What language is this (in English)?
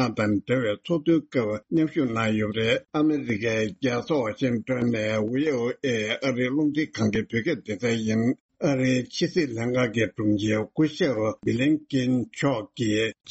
Tibetan